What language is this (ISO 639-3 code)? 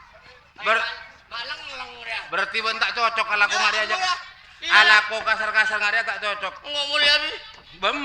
mad